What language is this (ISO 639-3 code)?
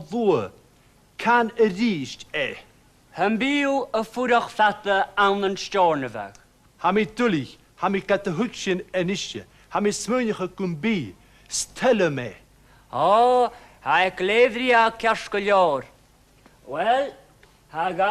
gla